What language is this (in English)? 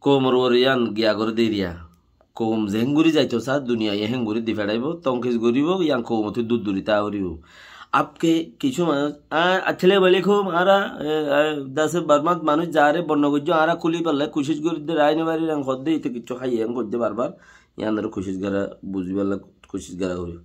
Rohingya